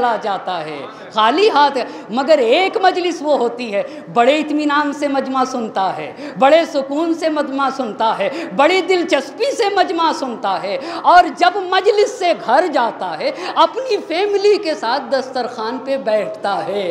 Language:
Urdu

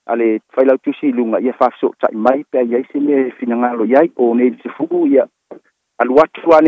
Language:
Samoan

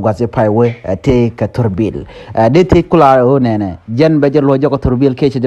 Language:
Nuer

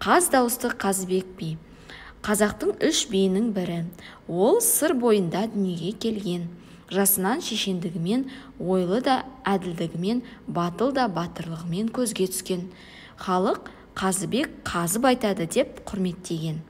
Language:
Kazakh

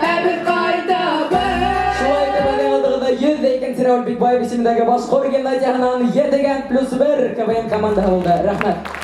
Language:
Bashkir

